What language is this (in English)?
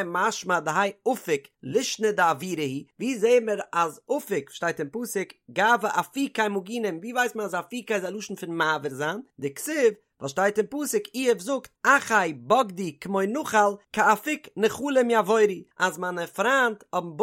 Yiddish